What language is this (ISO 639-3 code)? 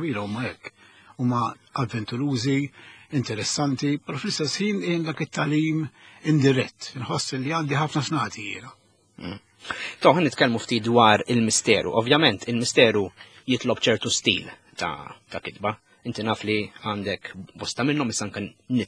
mlt